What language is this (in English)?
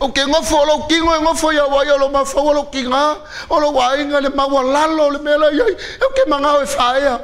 Samoan